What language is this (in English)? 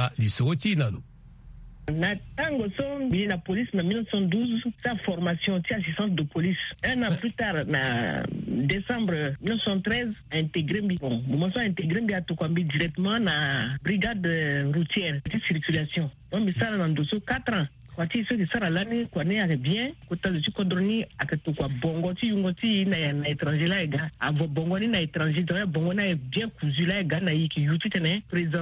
Sango